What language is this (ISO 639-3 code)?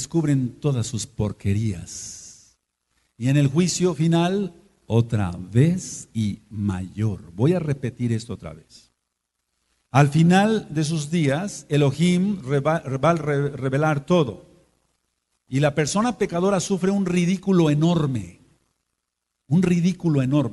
spa